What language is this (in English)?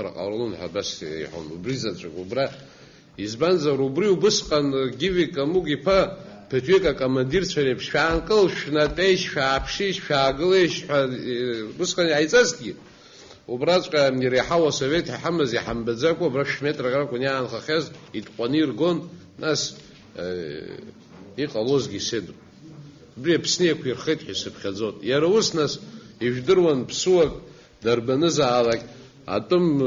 Abkhazian